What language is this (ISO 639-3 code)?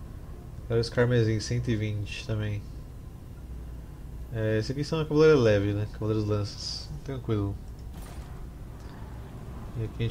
por